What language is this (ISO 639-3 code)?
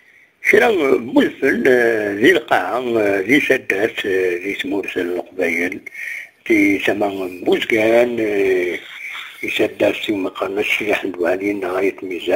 kab